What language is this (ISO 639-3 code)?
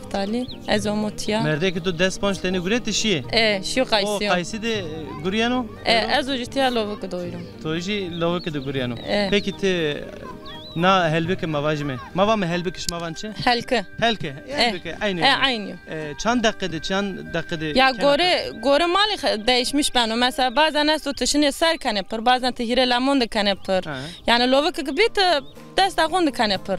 zza